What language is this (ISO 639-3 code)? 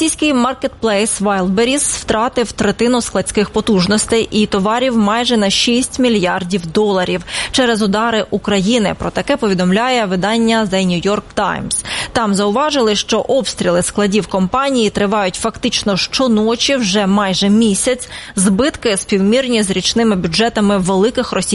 ukr